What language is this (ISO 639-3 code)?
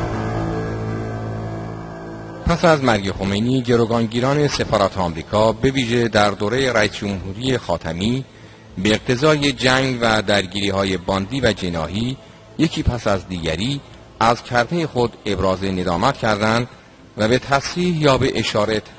fas